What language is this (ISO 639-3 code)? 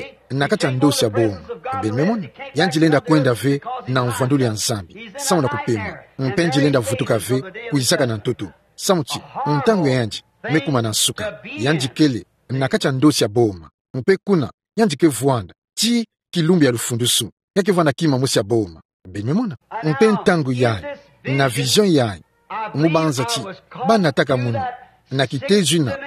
ktu